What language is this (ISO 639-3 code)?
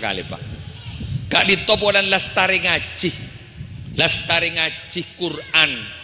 mad